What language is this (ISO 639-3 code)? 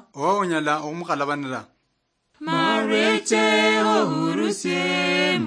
luy